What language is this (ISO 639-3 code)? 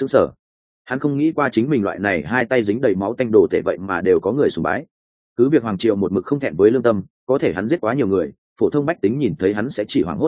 vie